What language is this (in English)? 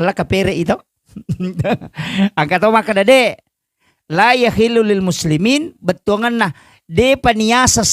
Buginese